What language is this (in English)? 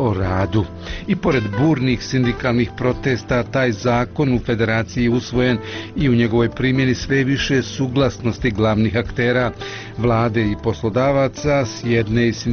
Bosnian